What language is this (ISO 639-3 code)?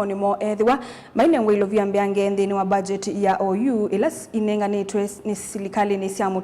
kam